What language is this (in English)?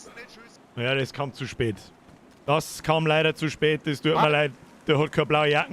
Bavarian